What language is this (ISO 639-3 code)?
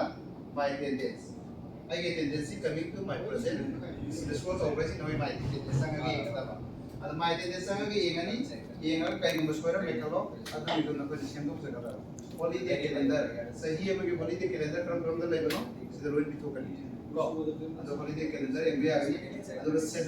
mni